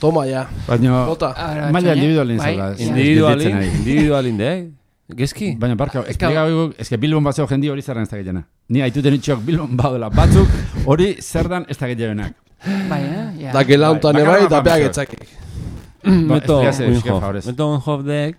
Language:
Basque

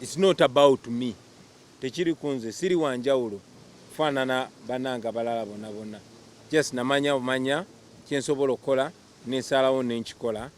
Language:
Ganda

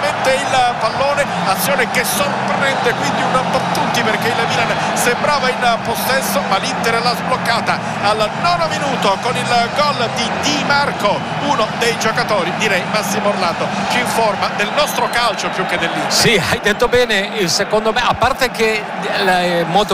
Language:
Italian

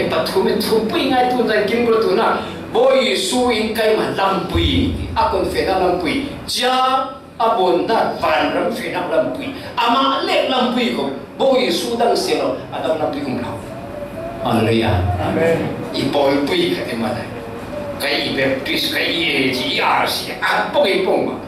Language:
Falam Chin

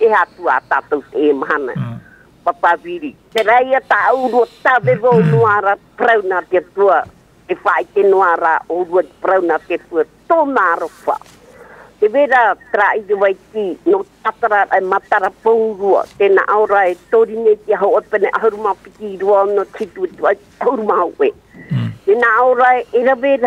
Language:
Tahitian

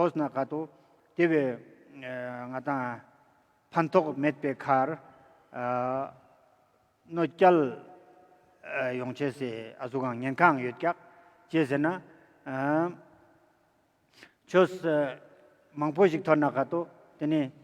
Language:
Ladakhi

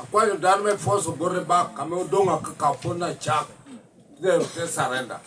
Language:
Lango (Uganda)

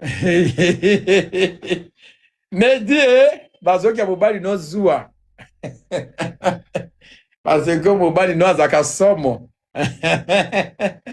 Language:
Lingala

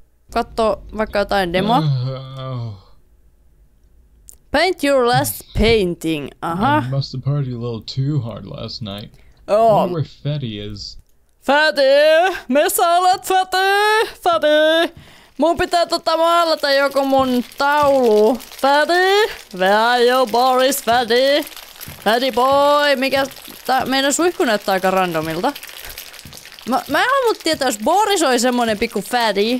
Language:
Finnish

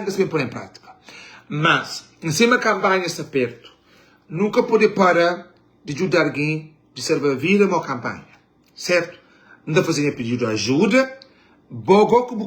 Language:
Kabuverdianu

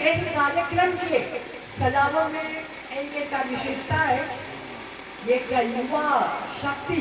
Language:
Maithili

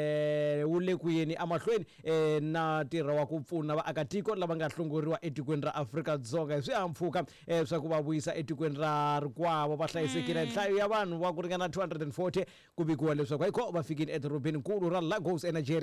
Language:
Tsonga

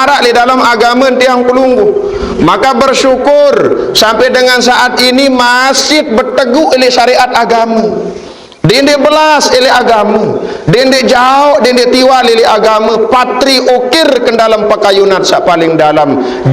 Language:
Sasak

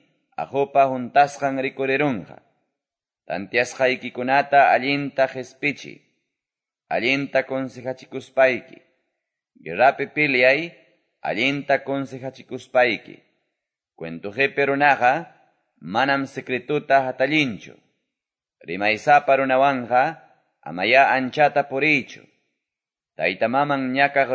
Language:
Quechua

